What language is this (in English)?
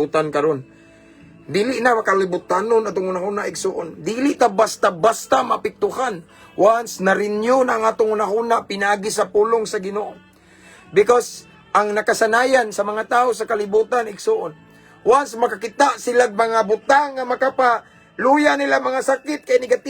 Cebuano